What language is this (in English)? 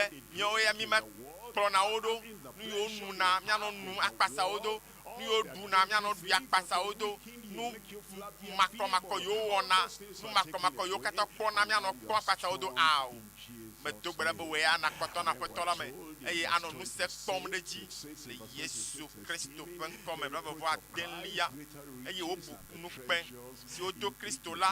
Ewe